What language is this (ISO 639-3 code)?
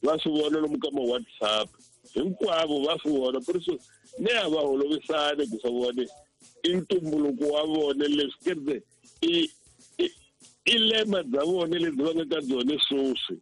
tso